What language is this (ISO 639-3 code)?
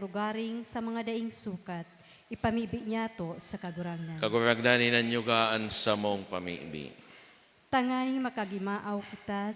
bik